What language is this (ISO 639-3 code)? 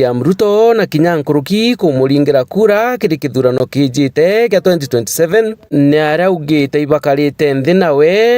mer